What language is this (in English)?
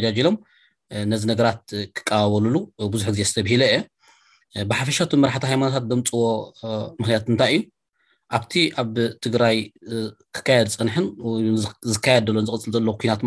Tigrinya